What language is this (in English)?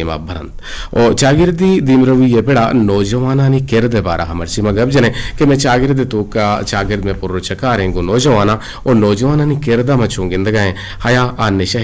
Eastern Balochi